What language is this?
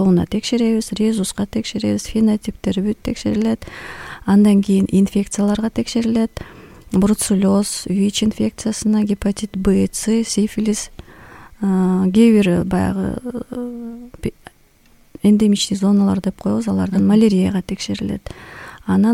Kyrgyz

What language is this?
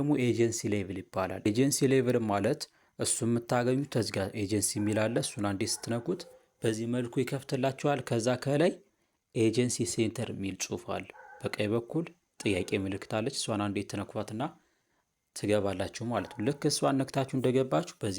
Amharic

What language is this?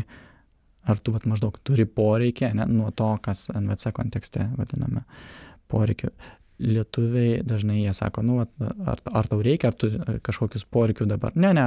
Lithuanian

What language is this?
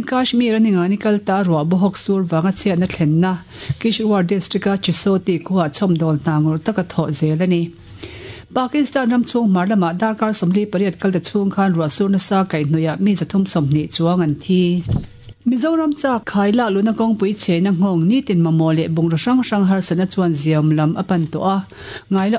Mizo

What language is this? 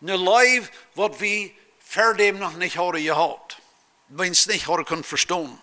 Plautdietsch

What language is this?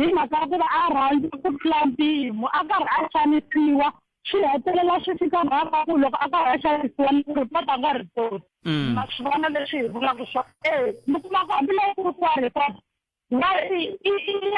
Tsonga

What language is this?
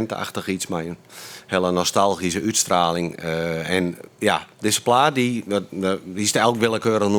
Western Frisian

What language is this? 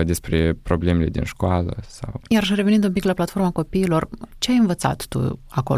Romanian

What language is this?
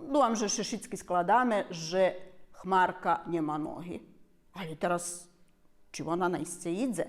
Rusyn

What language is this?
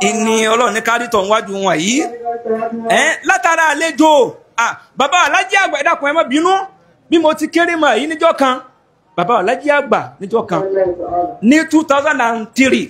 Yoruba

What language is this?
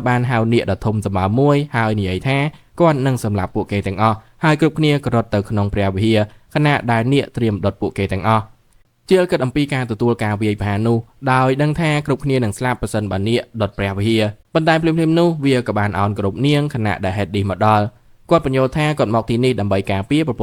Khmer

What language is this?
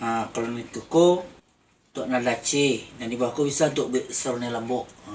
Minangkabau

